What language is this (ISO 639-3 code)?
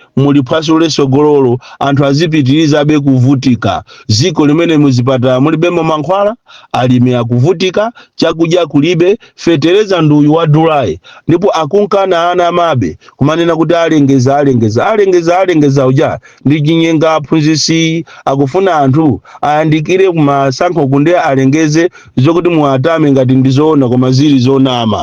nya